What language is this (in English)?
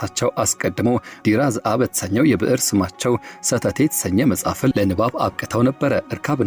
Amharic